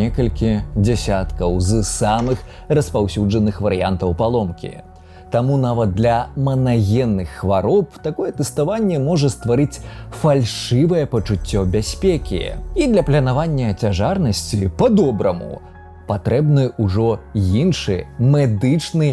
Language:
Belarusian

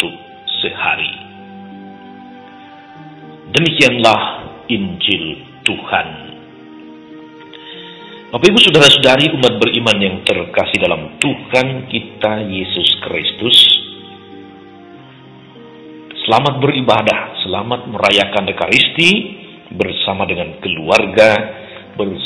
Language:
Indonesian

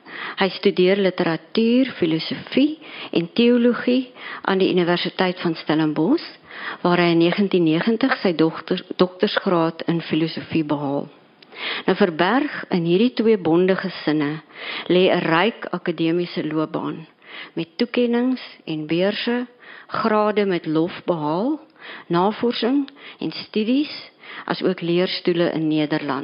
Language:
Afrikaans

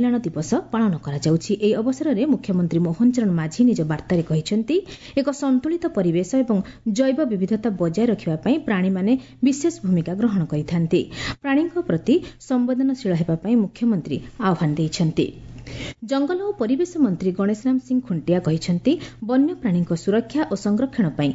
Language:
Odia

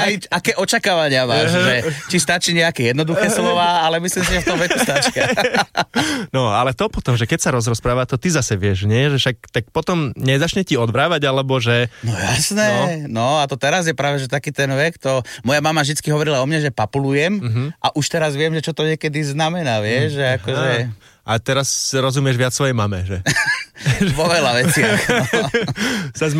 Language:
Slovak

